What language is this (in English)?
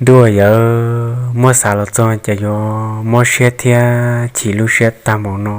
Hmong